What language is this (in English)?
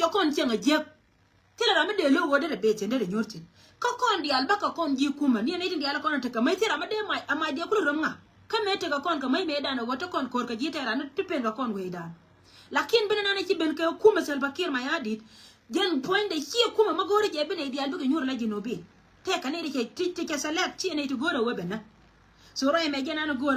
Nuer